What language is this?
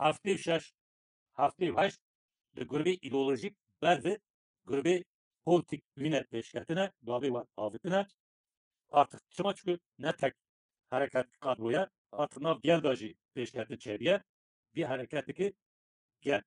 Kurdish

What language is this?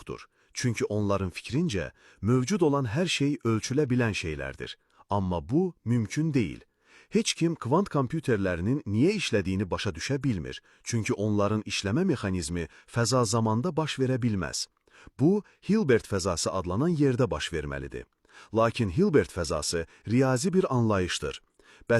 Azerbaijani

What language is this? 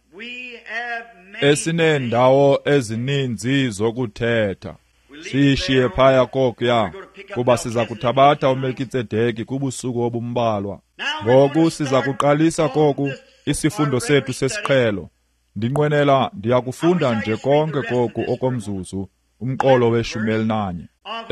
Xhosa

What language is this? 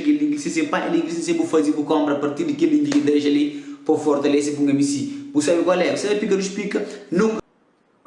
Kabuverdianu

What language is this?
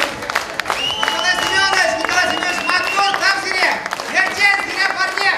Chuvash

